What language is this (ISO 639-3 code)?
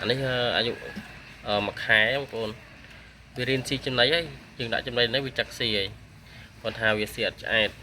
khm